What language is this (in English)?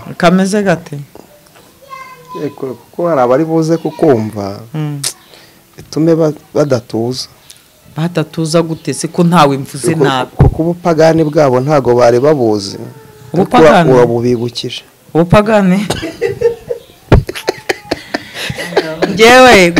Kinyarwanda